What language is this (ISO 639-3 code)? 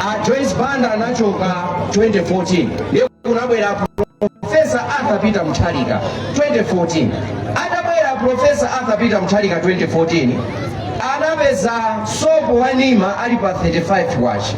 nya